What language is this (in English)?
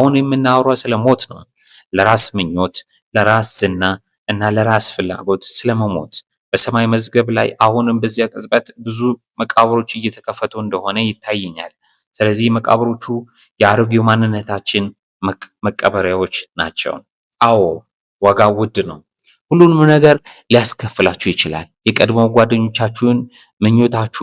Amharic